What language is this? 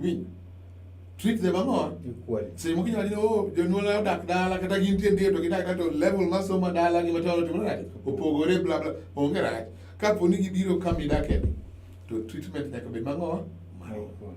Luo (Kenya and Tanzania)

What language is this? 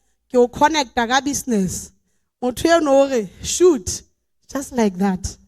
Southern Sotho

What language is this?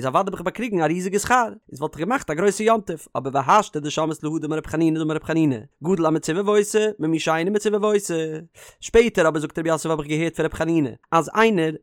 Yiddish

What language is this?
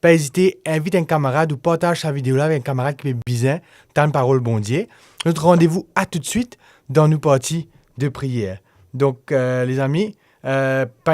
Morisyen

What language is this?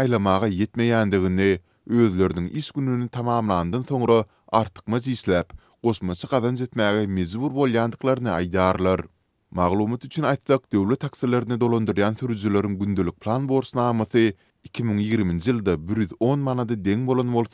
Turkmen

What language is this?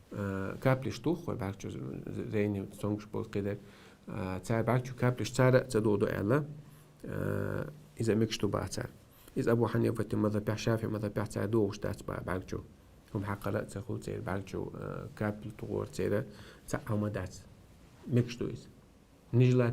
Chechen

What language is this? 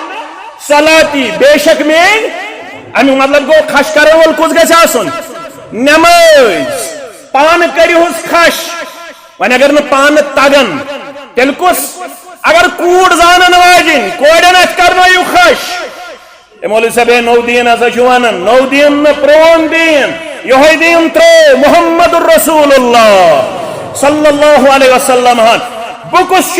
Kashmiri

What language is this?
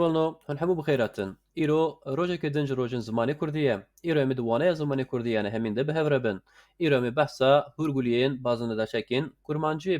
Kurdish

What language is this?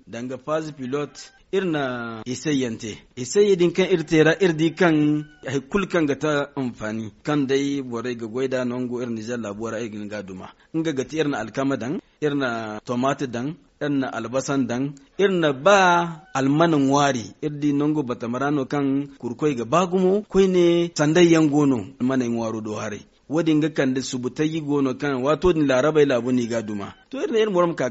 Zarma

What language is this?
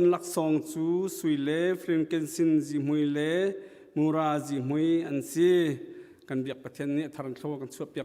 Hakha Chin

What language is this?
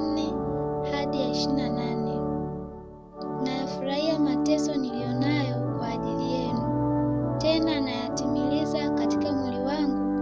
Swahili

